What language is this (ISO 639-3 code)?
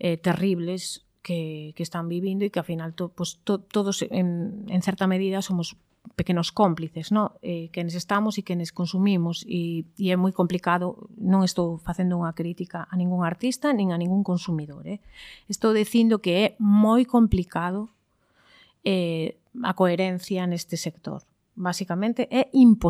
glg